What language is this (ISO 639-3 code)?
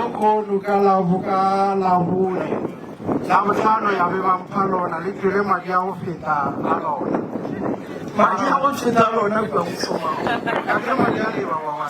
nso